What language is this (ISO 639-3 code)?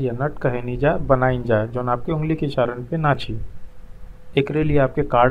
bho